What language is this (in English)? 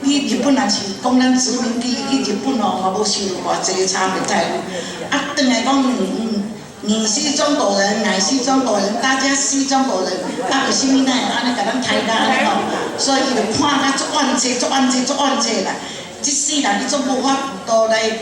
Min Nan Chinese